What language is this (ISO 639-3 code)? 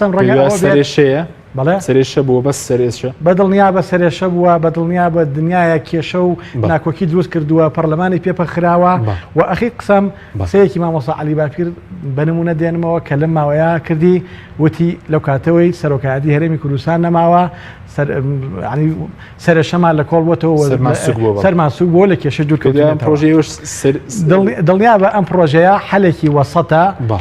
ckb